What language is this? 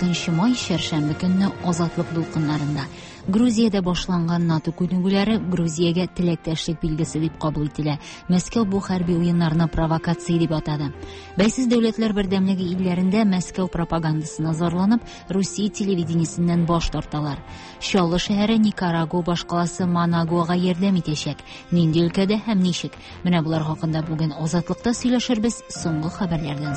Tatar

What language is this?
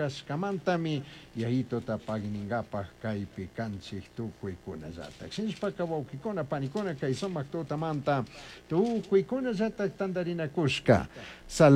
Chimborazo Highland Quichua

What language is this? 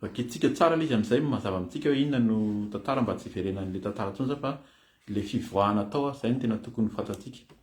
Malagasy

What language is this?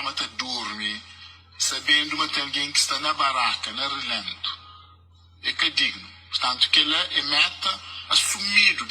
Kabuverdianu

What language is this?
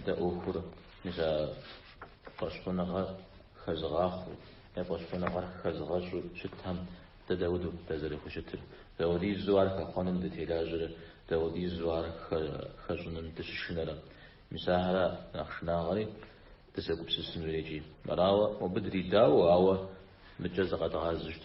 Kabardian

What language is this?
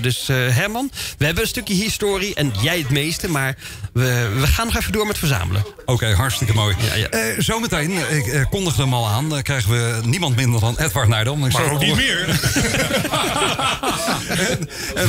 Dutch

